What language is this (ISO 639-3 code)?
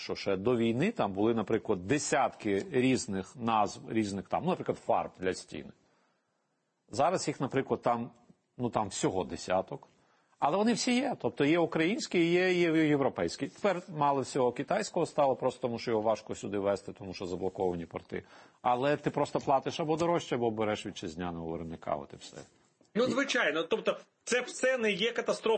ukr